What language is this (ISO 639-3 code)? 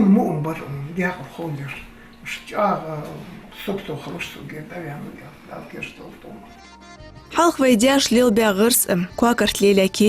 inh